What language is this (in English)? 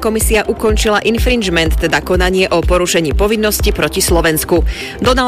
Slovak